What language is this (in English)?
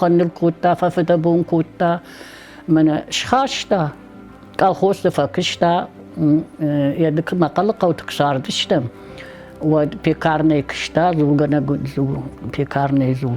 Ossetic